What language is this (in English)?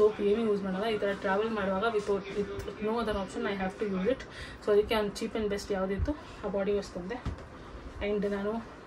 Kannada